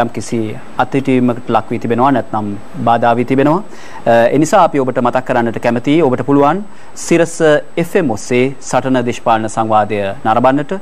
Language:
Sinhala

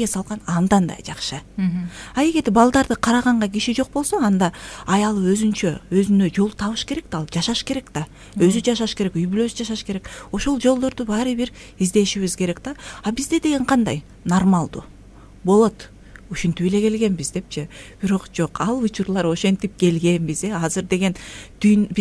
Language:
Kyrgyz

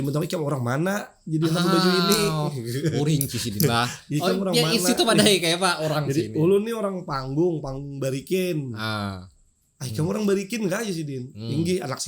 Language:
Banjar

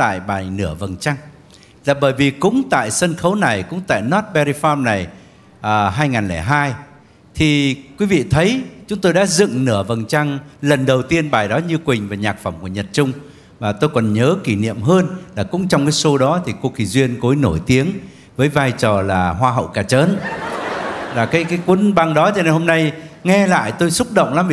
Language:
Vietnamese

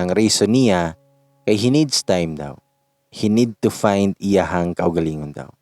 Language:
Cebuano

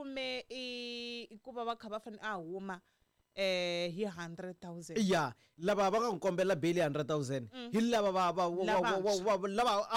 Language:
Tsonga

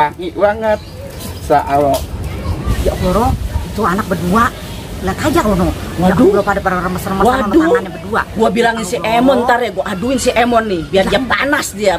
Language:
Betawi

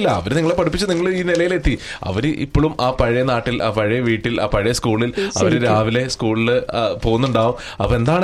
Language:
Malayalam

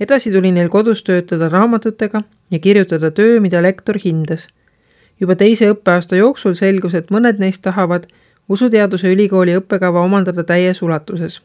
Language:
Estonian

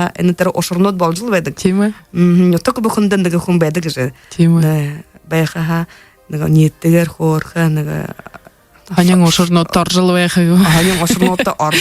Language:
Buriat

